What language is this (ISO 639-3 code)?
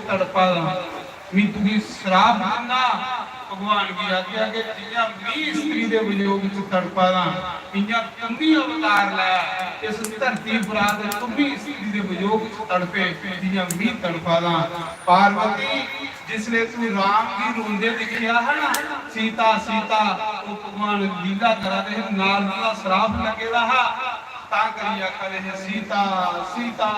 doi